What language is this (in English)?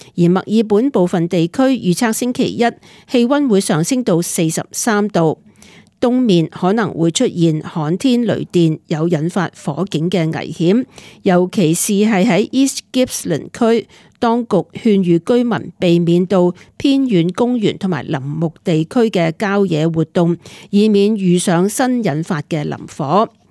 Cantonese